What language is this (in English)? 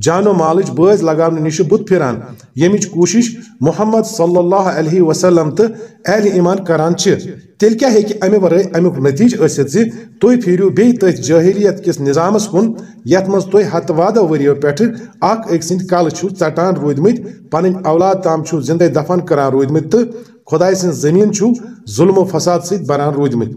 Kashmiri